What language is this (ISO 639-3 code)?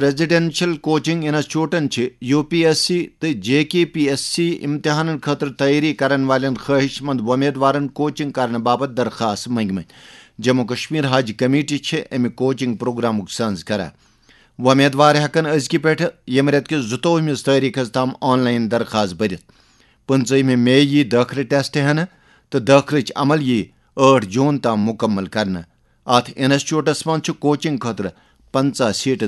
kas